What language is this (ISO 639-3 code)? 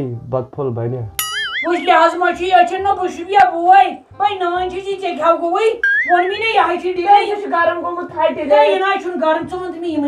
kas